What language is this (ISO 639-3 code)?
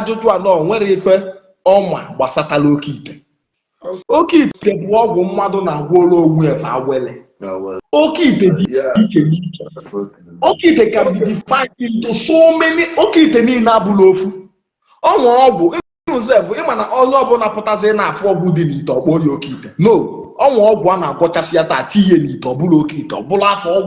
ibo